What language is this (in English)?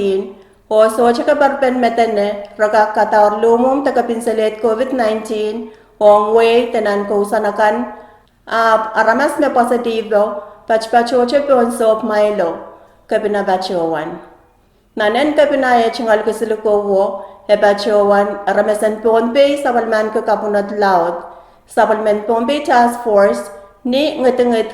Pohnpeian